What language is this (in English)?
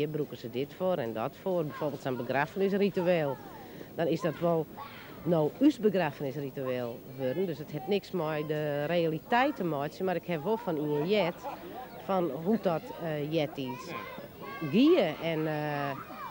Western Frisian